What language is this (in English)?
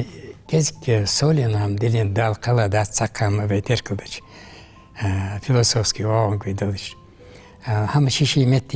Ingush